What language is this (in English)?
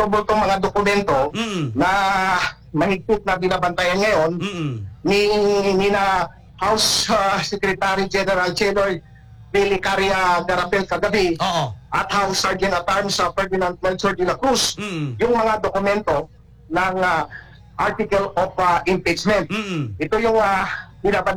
Filipino